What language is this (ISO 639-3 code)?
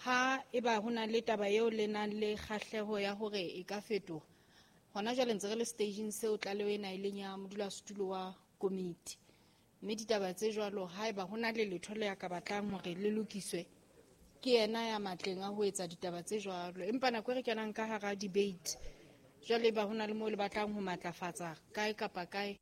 sot